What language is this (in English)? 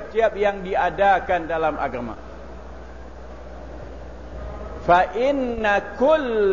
Malay